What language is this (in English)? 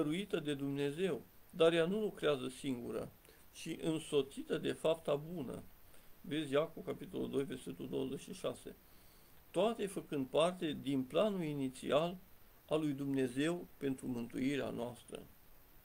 Romanian